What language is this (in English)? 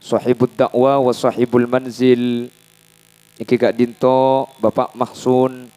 Madurese